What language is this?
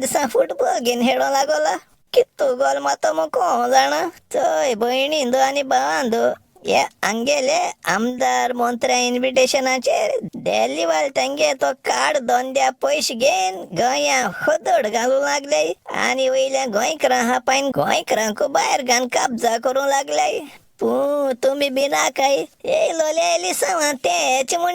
Konkani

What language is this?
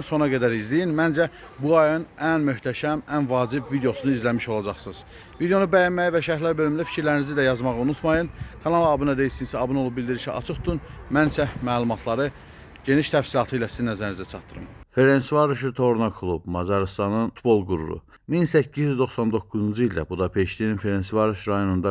Azerbaijani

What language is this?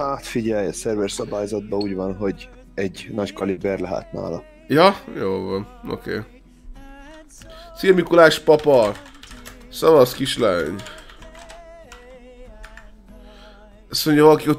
Hungarian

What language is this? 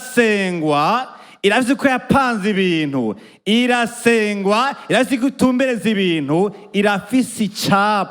Rundi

